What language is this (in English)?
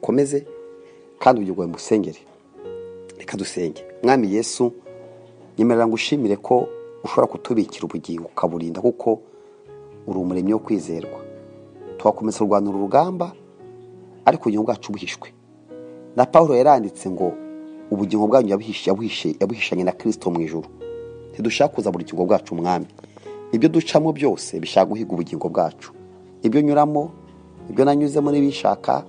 Kinyarwanda